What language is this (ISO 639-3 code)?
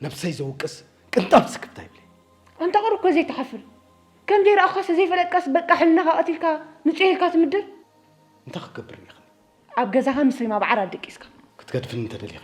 tir